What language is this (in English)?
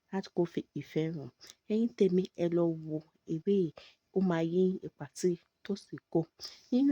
Yoruba